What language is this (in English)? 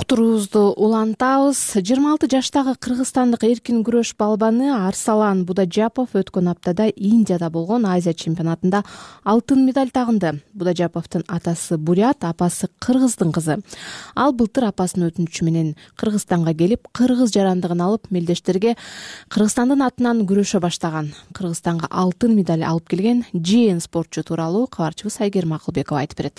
Kyrgyz